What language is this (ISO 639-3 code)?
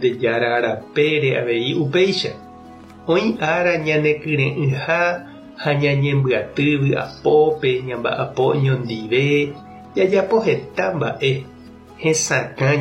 grn